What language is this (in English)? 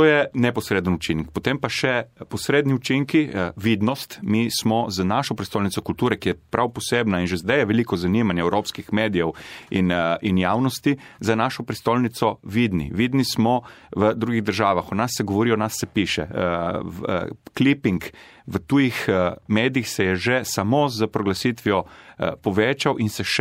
Slovenian